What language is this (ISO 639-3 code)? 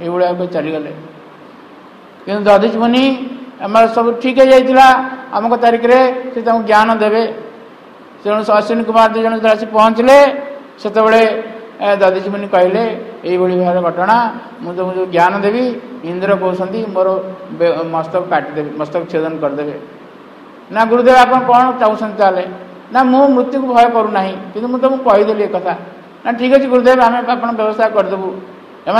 ori